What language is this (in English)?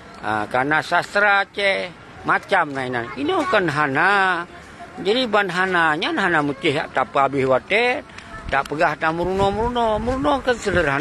Achinese